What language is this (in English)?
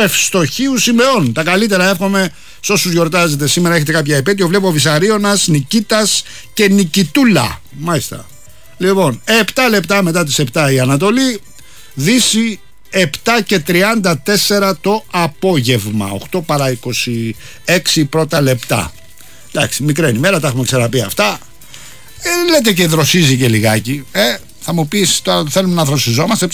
Greek